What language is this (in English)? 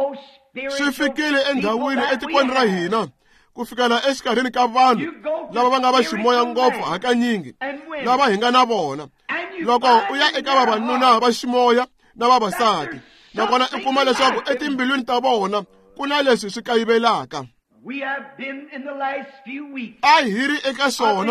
Tsonga